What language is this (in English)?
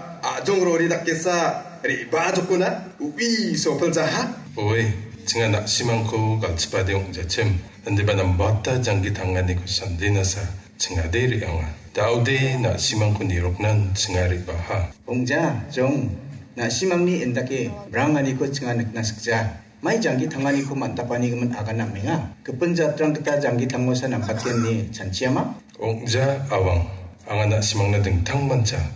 Garo